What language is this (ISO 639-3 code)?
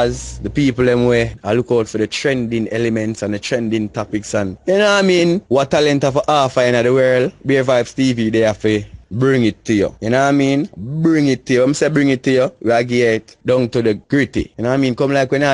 jam